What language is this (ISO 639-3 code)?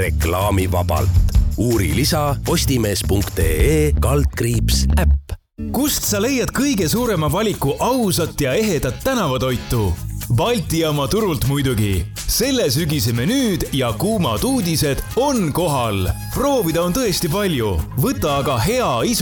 est